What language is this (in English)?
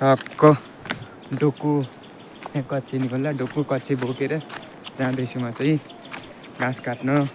Nepali